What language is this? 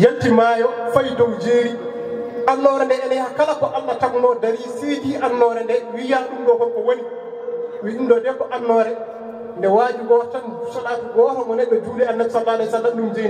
Fula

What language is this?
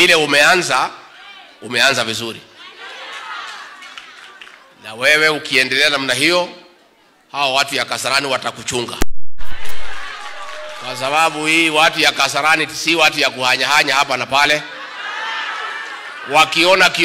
Swahili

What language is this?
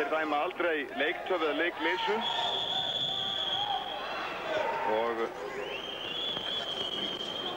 Icelandic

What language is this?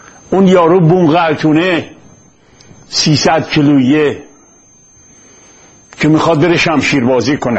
Persian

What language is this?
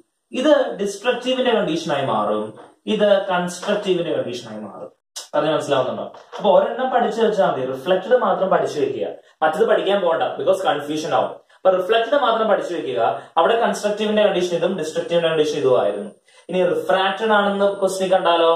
Malayalam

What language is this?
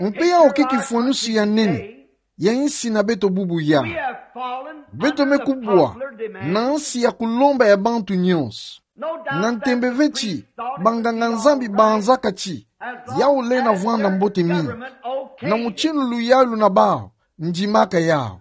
Kituba (Democratic Republic of Congo)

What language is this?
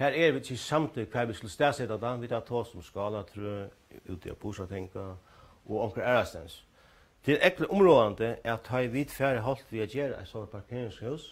Faroese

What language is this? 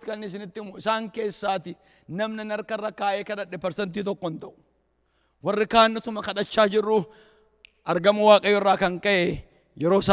Oromo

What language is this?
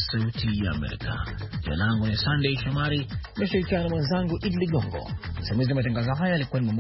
Swahili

